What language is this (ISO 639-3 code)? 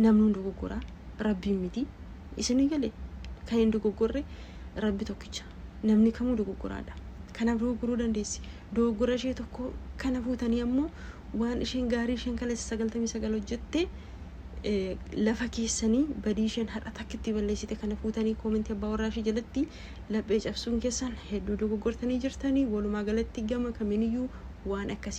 orm